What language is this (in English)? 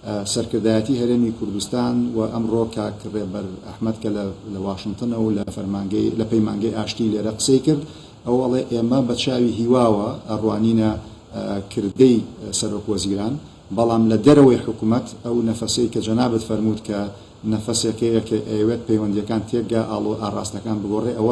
Central Kurdish